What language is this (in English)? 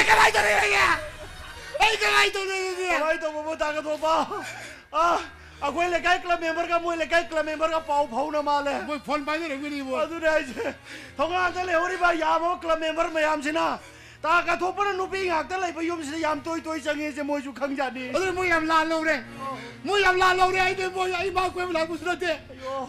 Korean